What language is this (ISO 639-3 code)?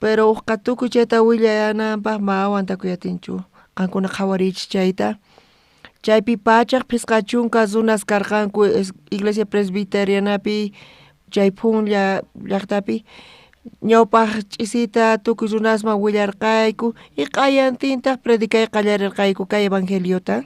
quh